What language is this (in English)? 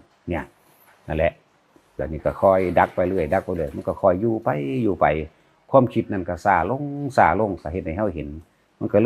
Northeastern Thai